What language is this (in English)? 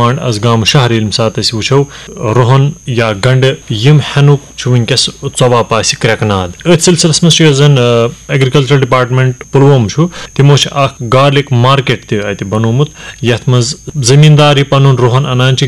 Kashmiri